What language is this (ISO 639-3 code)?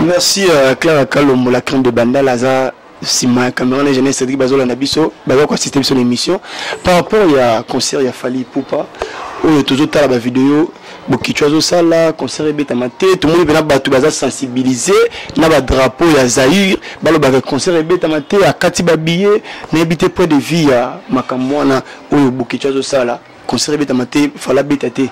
lin